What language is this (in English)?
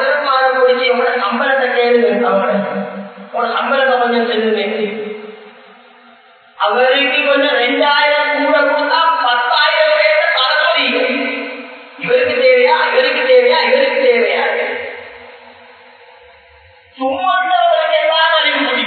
Tamil